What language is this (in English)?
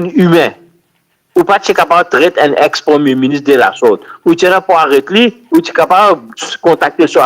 Morisyen